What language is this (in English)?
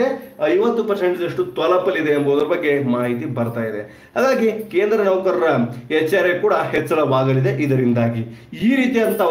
Kannada